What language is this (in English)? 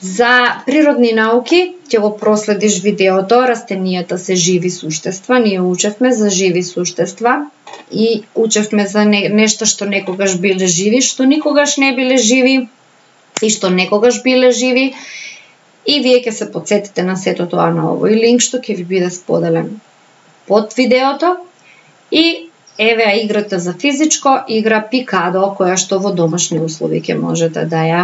Macedonian